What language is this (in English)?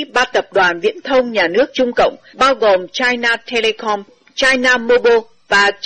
Vietnamese